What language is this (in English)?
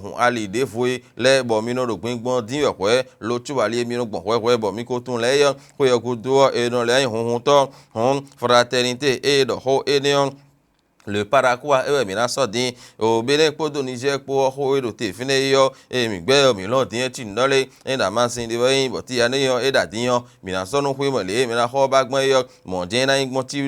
Fon